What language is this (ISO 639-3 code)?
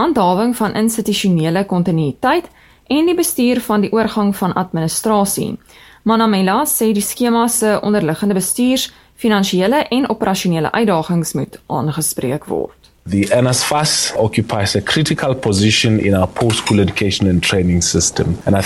afr